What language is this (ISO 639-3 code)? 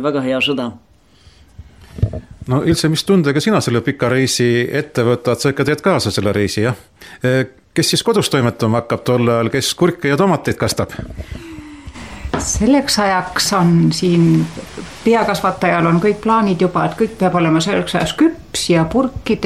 est